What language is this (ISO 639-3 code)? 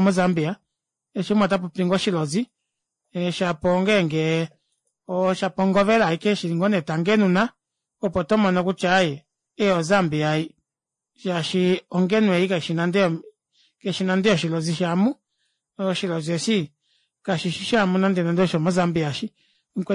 kua